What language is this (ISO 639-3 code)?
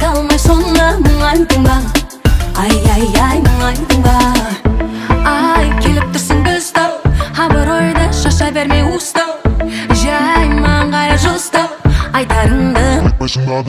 kaz